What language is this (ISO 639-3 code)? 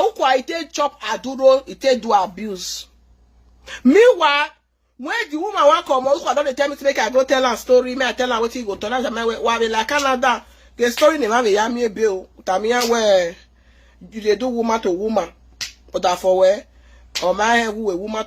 pcm